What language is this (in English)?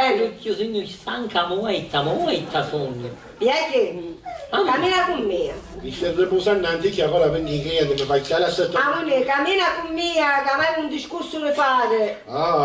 Sicilian